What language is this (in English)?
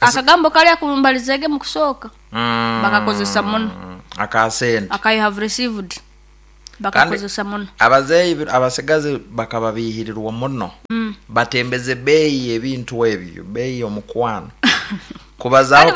Nyankole